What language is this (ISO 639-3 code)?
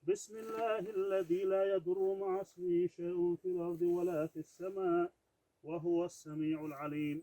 che